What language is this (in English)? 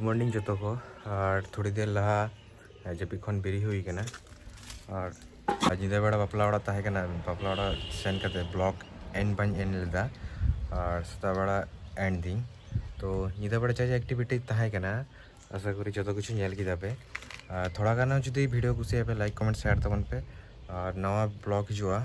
Santali